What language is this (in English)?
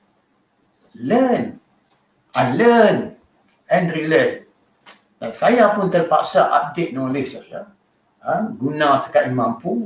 Malay